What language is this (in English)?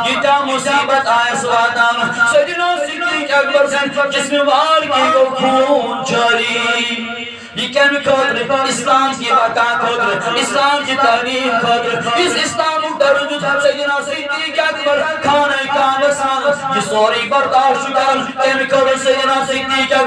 Kashmiri